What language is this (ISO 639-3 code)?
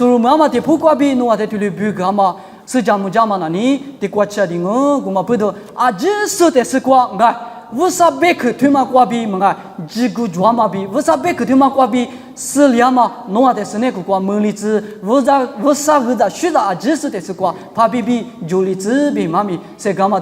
lis